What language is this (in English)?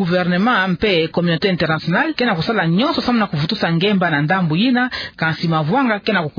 Kituba (Democratic Republic of Congo)